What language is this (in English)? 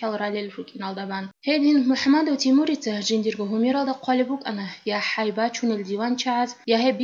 Avaric